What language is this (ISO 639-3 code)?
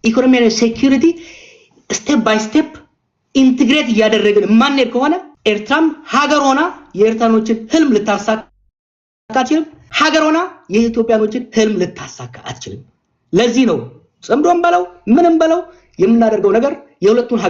amh